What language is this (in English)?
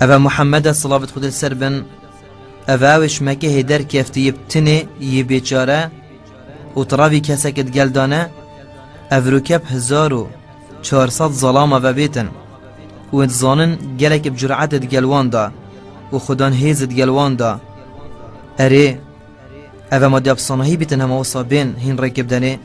Kurdish